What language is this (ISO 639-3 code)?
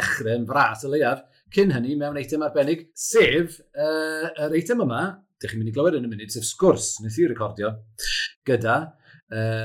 cym